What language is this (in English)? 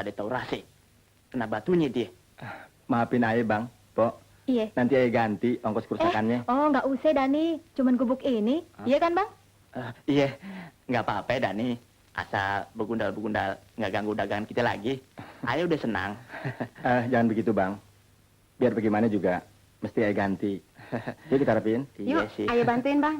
Betawi